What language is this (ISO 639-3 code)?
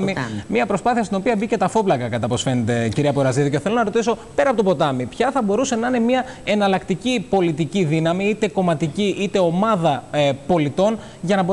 ell